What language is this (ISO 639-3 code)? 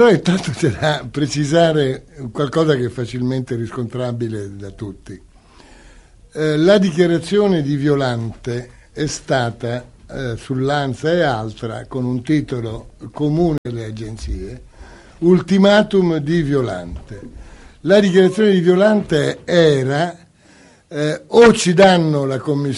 ita